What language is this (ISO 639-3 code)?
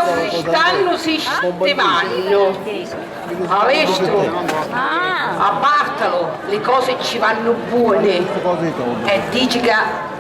scn